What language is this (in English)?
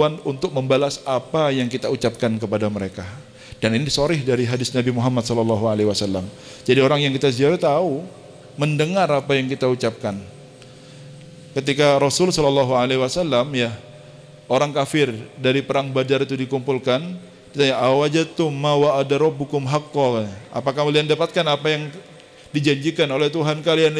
Indonesian